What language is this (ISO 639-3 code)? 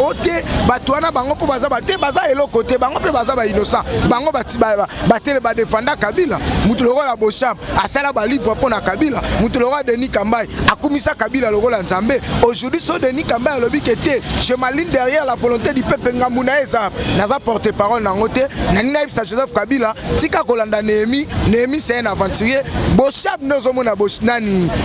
lin